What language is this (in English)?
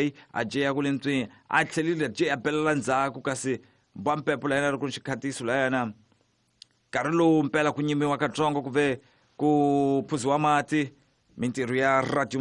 Tsonga